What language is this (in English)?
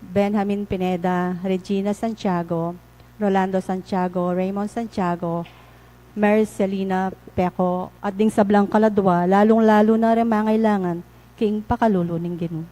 Pampanga